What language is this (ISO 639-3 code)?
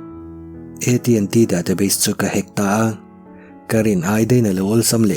lus